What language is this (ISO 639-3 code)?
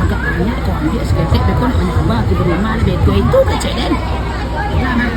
min